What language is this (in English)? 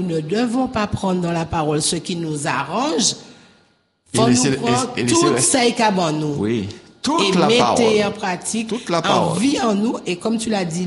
French